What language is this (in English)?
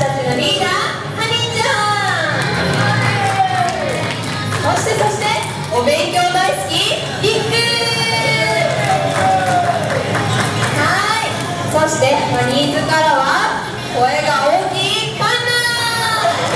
Japanese